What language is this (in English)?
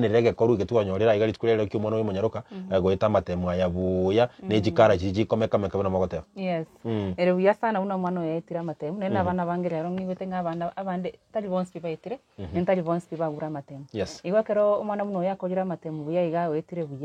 Gusii